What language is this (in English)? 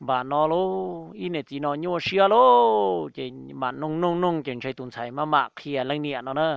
Hmong